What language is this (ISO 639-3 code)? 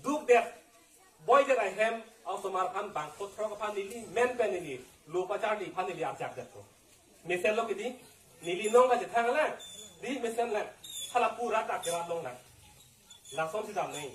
mjw